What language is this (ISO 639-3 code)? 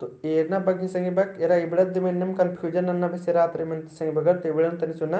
kru